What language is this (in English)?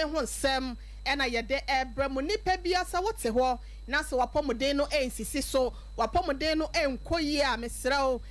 Akan